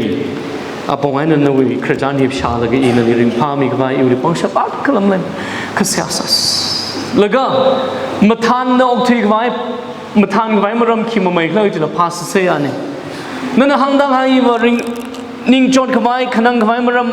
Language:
Tangkhul Naga (India)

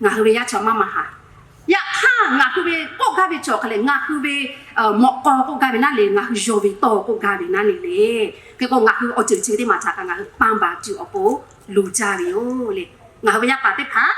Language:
Lahu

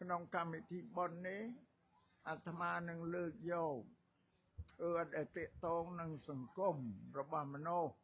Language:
Khmer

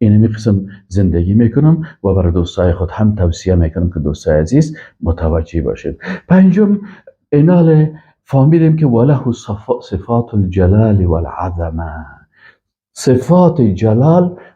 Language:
Persian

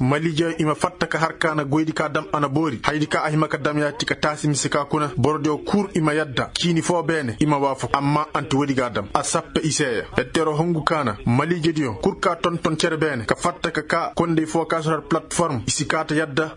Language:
Koyraboro Senni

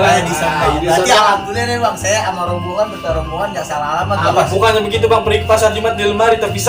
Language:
Betawi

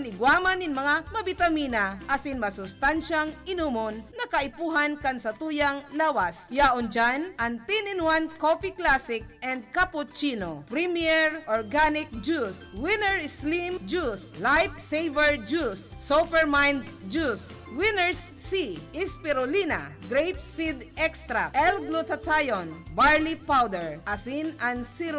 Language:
Bikol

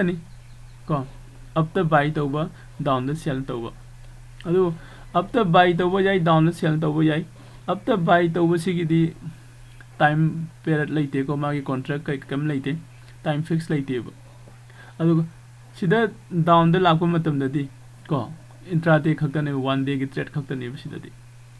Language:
Manipuri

